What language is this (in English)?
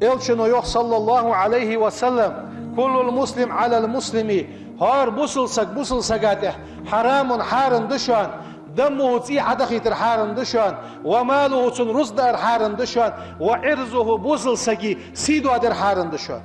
Ingush